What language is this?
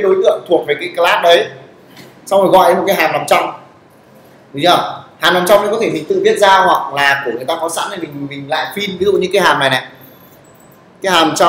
Vietnamese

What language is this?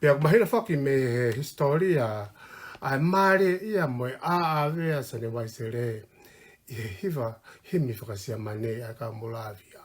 Tongan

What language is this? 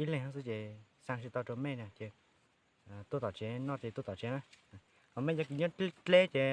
Hmong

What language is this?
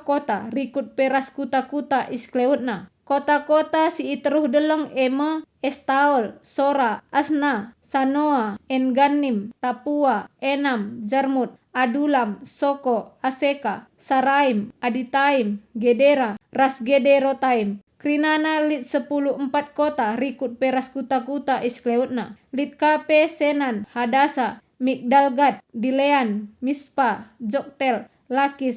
Batak Karo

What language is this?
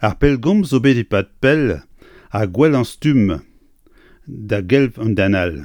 Breton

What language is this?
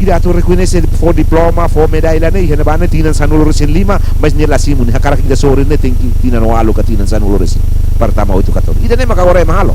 Tetum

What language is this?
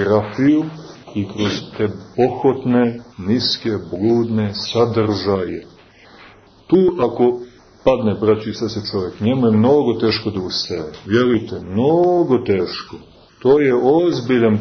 Serbian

